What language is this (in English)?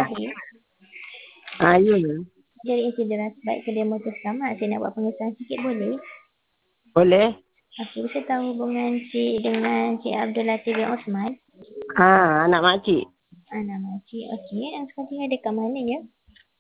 Malay